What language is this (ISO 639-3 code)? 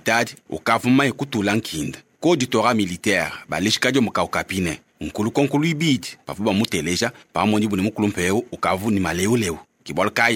lua